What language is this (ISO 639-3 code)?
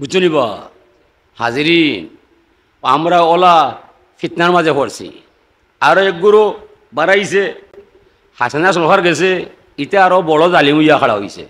syl